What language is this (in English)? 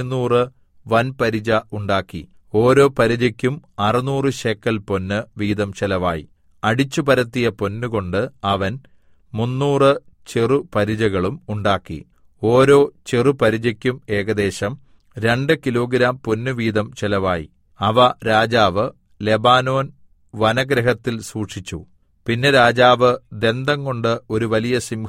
Malayalam